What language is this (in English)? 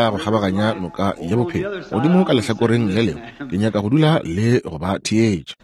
Northern Sotho